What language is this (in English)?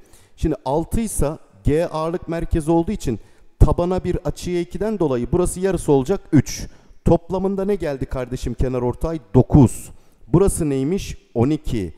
Turkish